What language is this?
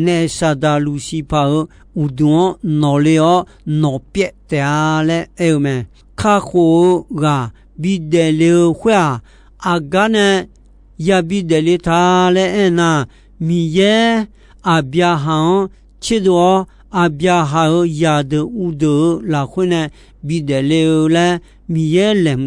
Akha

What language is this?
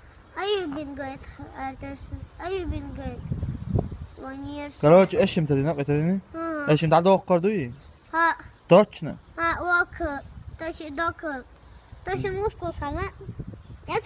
Chechen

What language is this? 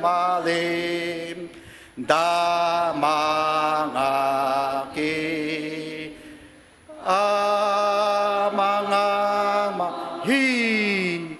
Ao Naga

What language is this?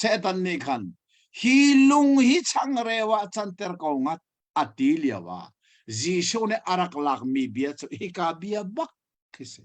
Hakha Chin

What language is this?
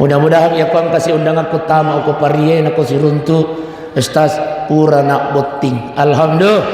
Buginese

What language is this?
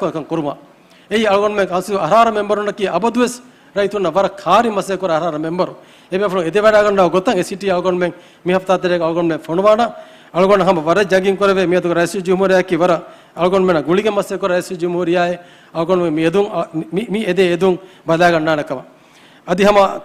Divehi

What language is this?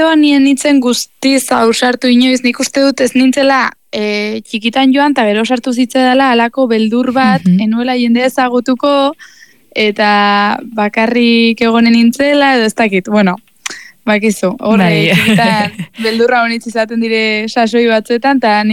Basque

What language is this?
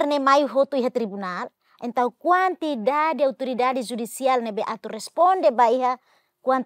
Tetum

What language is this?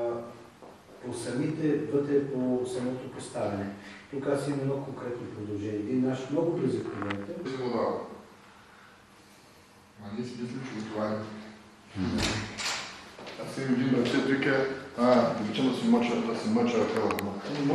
Bulgarian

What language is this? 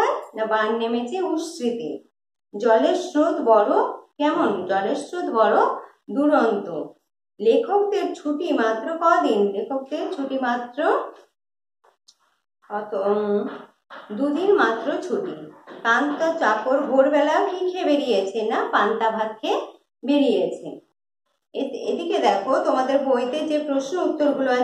Bangla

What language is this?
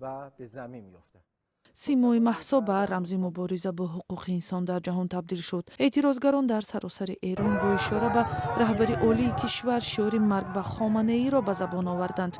Tajik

